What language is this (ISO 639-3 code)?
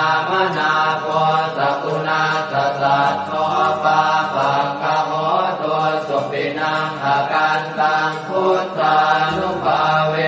pli